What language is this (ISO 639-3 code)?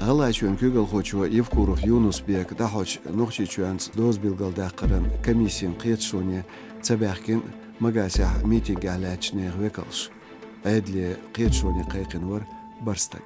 che